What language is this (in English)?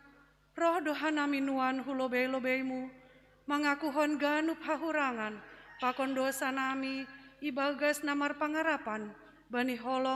Batak Simalungun